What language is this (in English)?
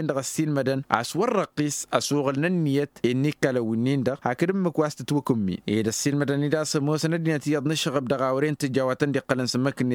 Tamasheq